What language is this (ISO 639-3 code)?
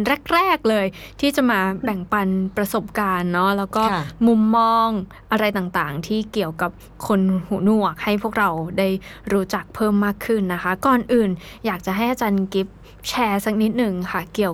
tha